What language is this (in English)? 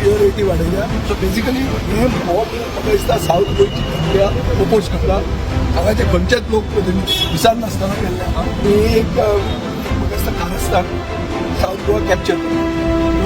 Konkani